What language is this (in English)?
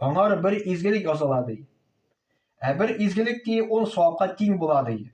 Tatar